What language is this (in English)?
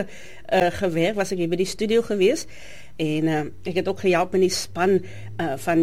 Afrikaans